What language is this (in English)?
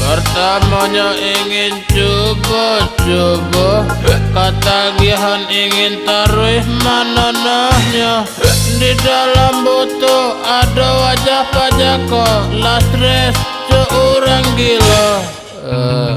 Minangkabau